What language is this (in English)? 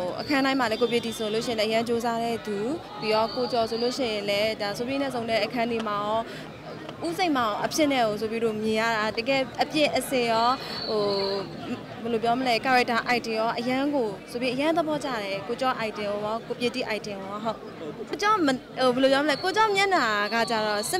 Burmese